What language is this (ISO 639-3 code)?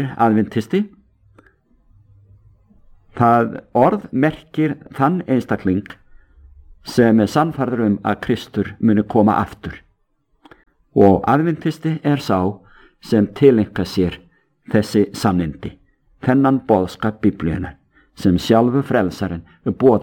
isl